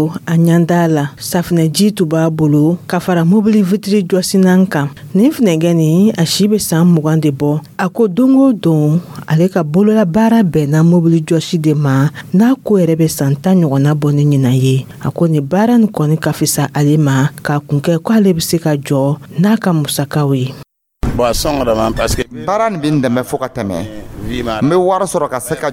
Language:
Dyula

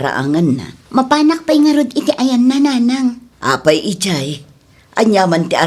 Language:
Iloko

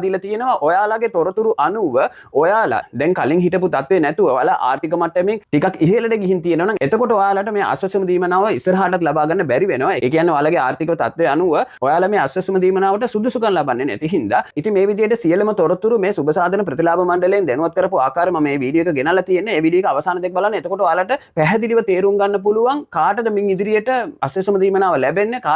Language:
Sinhala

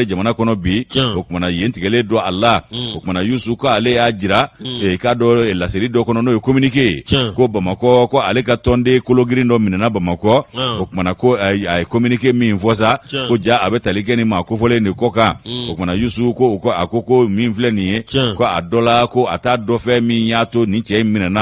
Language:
Bambara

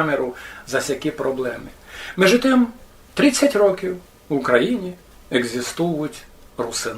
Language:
Rusyn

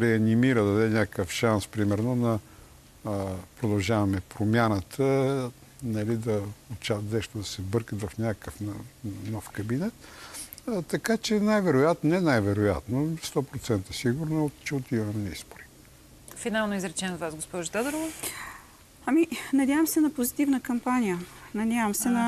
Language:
Bulgarian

